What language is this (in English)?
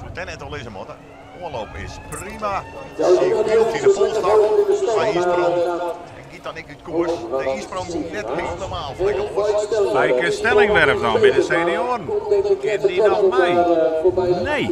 Western Frisian